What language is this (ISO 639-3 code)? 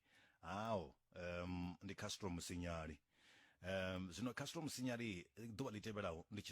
ven